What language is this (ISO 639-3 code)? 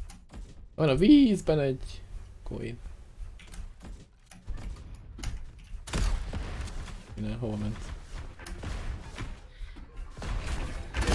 hun